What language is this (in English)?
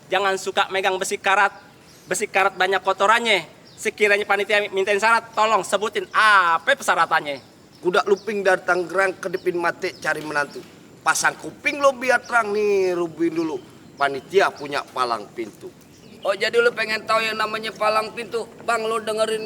Betawi